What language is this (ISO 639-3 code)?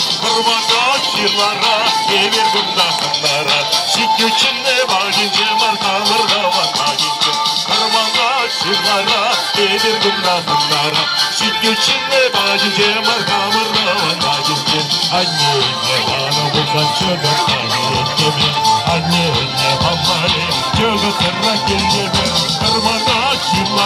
chv